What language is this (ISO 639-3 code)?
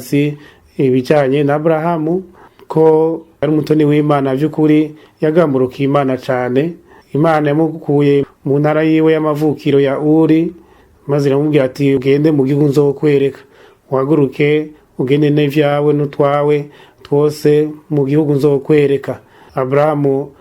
run